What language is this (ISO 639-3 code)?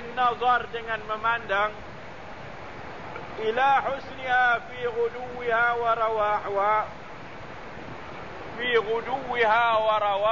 msa